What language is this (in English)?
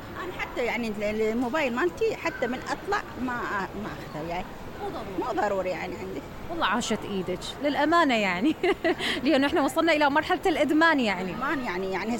Mesopotamian Arabic